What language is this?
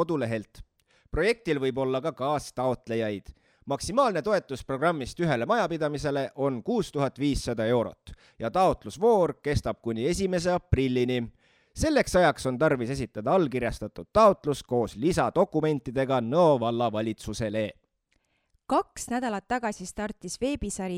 Estonian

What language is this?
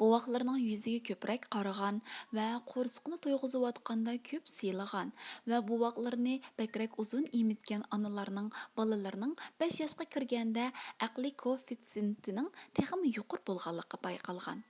Uyghur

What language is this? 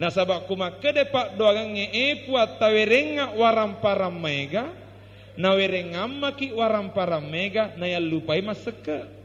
Buginese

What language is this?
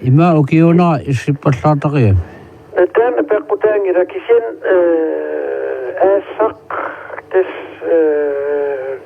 Kalaallisut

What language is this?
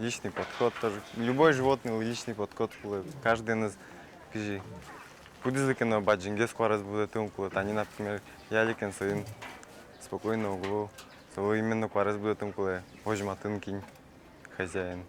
Udmurt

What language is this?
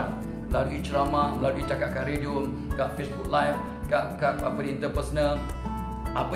Malay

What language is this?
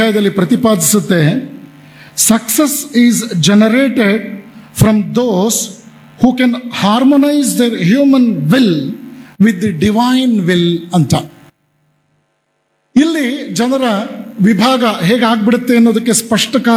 Kannada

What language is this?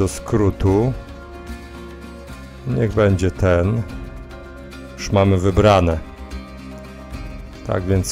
Polish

